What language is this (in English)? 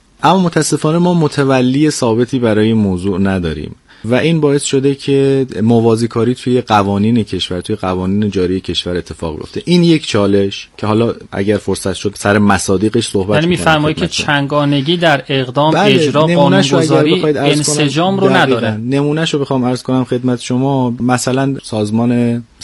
Persian